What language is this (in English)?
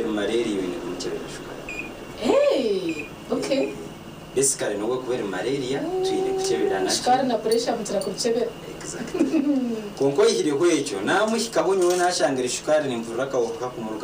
Nyankole